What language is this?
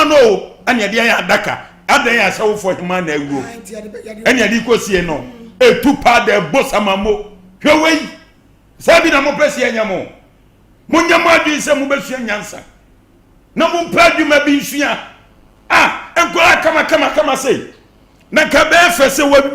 Akan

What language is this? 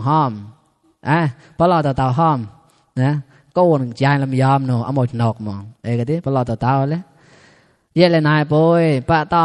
Mon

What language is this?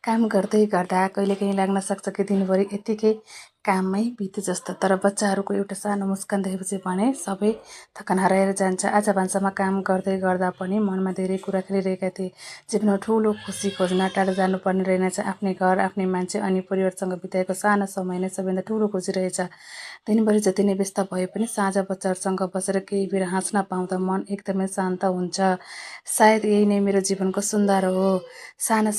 Nepali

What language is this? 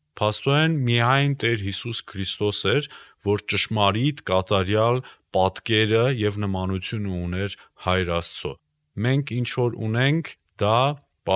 Armenian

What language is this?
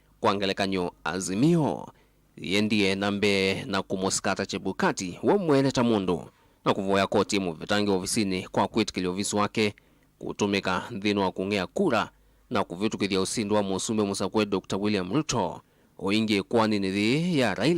Kamba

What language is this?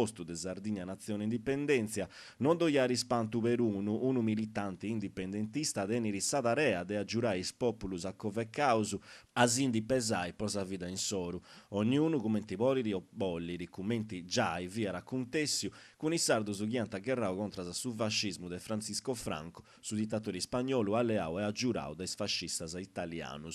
Sardinian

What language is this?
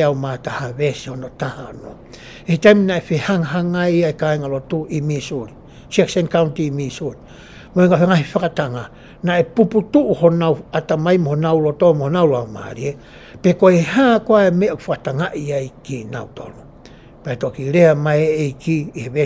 Tongan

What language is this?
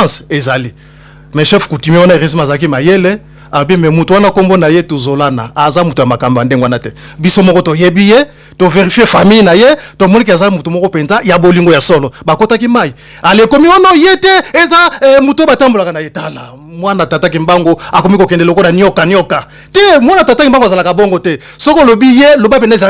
Lingala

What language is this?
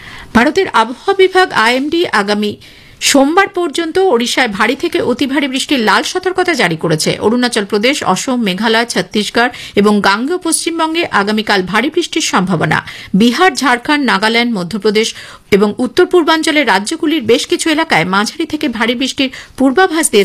Bangla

